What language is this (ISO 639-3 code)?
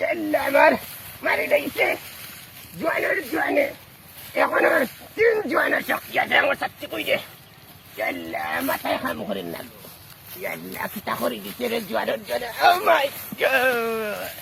syl